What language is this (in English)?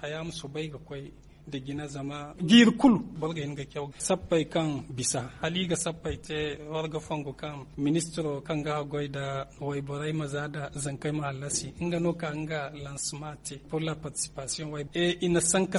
Zarma